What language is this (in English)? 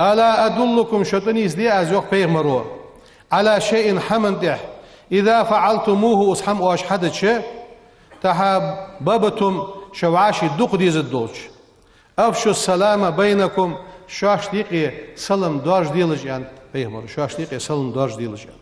Ingush